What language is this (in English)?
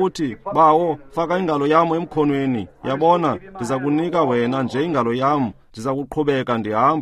Xhosa